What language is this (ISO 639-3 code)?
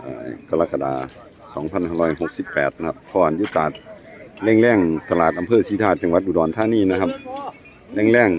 tts